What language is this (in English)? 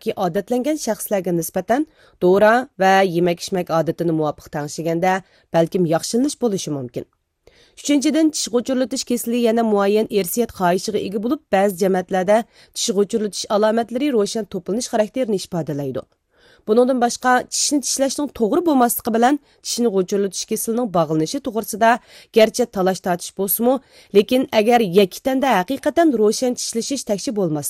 Uyghur